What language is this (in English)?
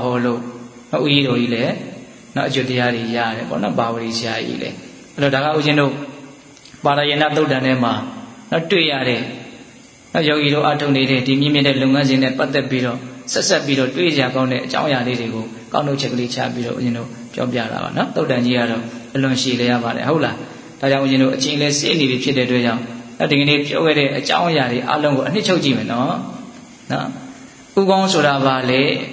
Burmese